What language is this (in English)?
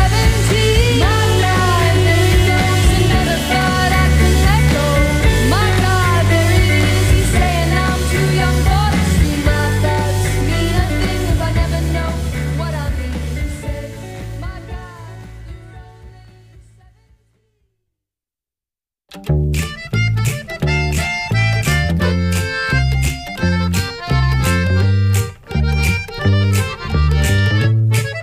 English